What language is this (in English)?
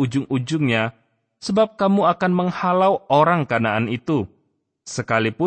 Indonesian